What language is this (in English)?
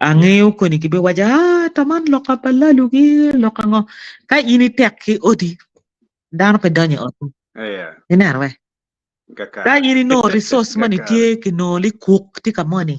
Acoli